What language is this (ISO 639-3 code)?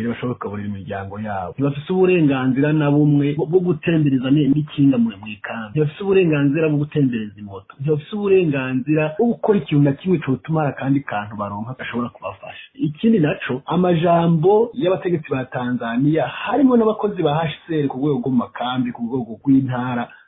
run